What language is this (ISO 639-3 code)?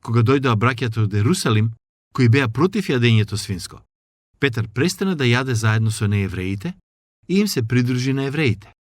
mkd